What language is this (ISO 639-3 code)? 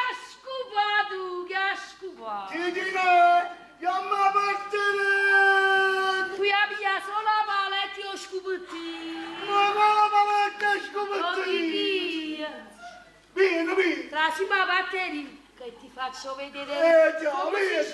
nap